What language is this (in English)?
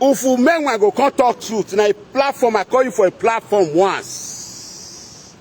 Nigerian Pidgin